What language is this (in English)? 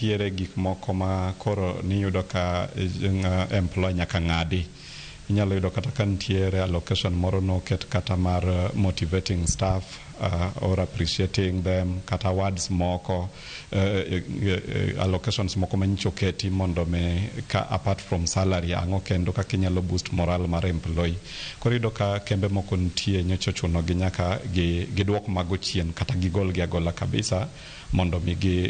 Luo (Kenya and Tanzania)